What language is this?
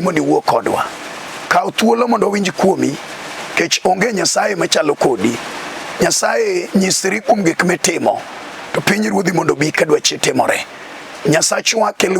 Luo (Kenya and Tanzania)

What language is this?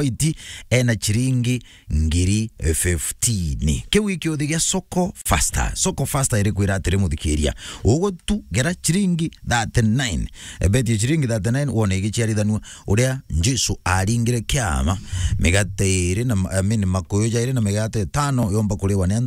Meru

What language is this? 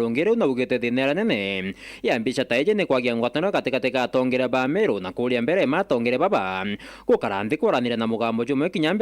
Meru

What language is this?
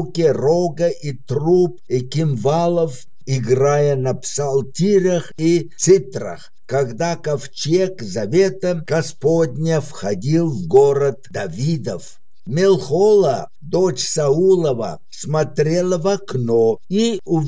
Russian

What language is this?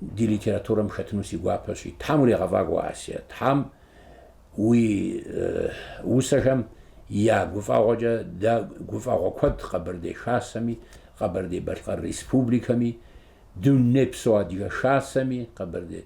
Kabardian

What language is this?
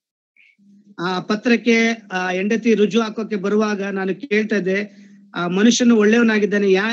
Kannada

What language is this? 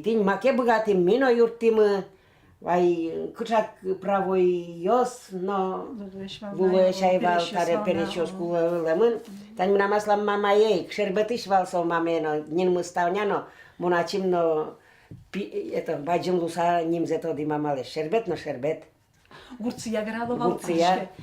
Udmurt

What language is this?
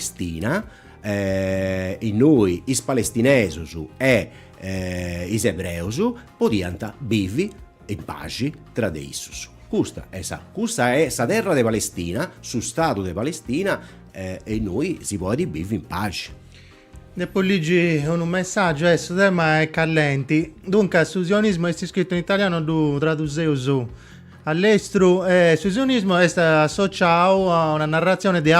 Sardinian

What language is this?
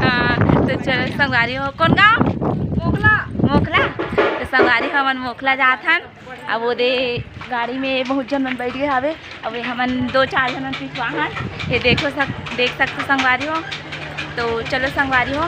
Chhattisgarhi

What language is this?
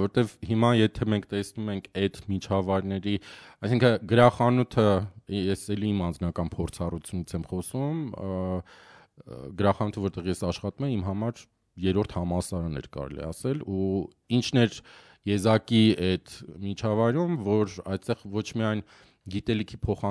Armenian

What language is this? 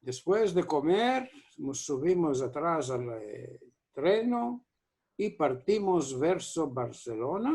Ladino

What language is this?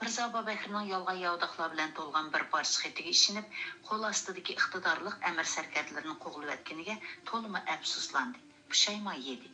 Uyghur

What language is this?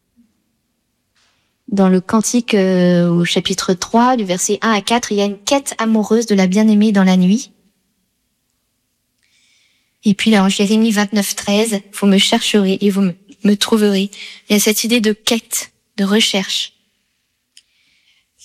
French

